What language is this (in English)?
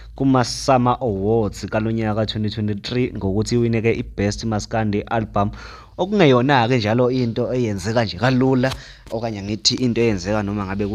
Zulu